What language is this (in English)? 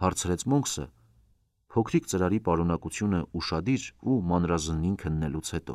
Armenian